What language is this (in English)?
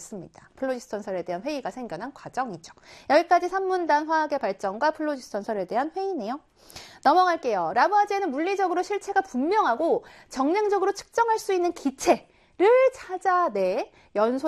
Korean